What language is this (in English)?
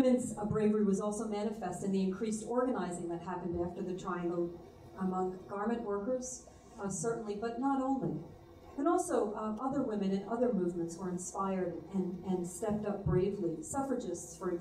English